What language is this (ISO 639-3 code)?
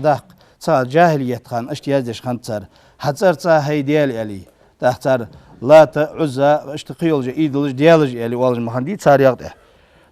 inh